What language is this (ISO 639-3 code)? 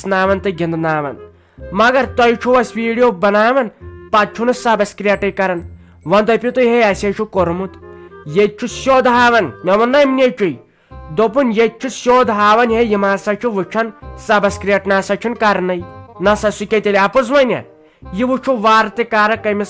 kas